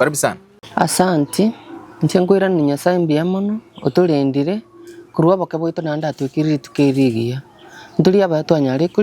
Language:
Gusii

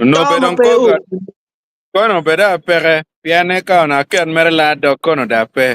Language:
Acoli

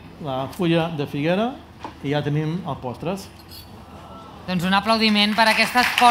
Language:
Catalan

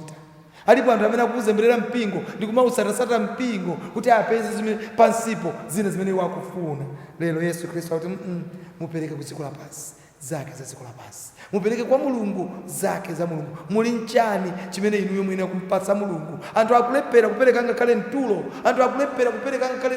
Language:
Nyanja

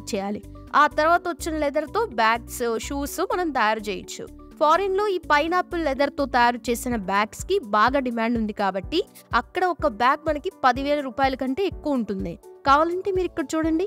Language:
Telugu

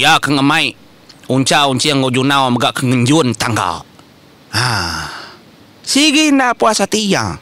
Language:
Iban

